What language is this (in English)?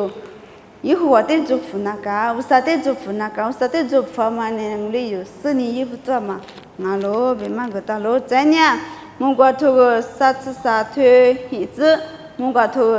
Lisu